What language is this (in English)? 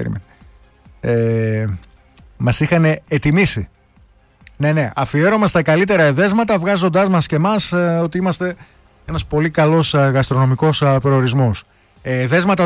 Greek